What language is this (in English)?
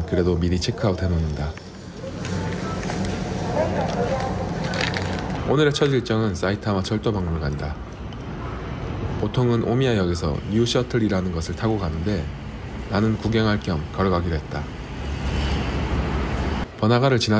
Korean